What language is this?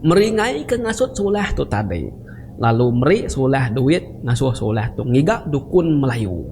Iban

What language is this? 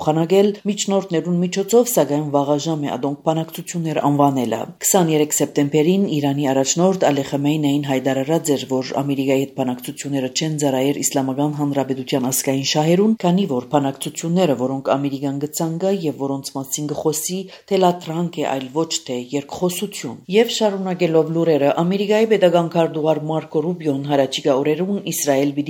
Armenian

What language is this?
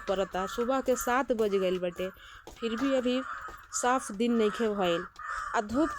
Bhojpuri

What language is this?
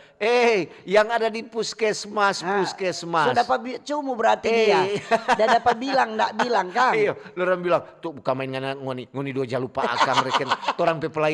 Manado Malay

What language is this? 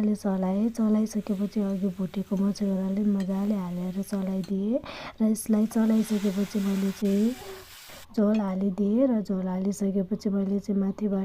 Nepali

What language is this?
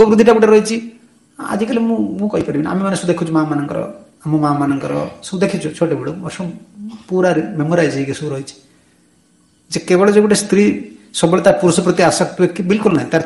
Odia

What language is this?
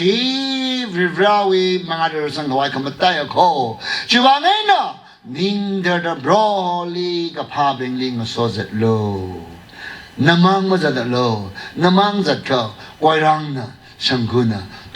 Tangkhul Naga (India)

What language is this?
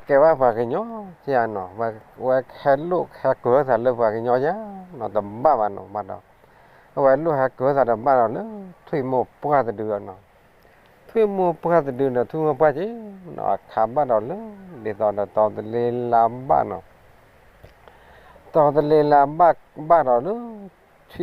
S'gaw Karen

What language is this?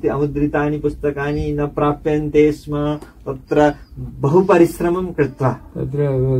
Sanskrit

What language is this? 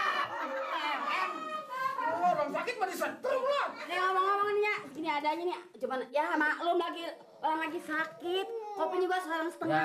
Betawi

